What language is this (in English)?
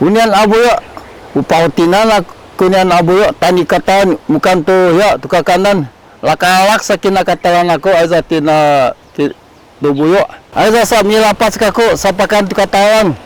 Sakizaya